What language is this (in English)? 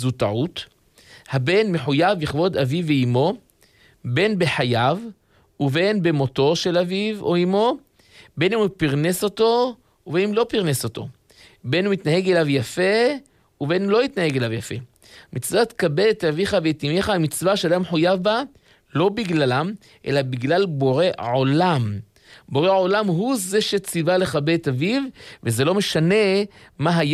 Hebrew